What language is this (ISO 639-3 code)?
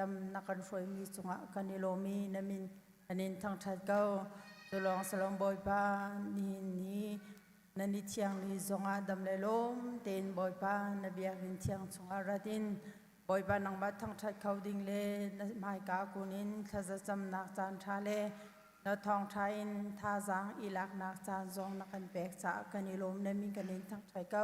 cnh